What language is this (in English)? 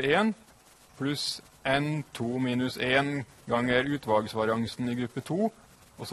Norwegian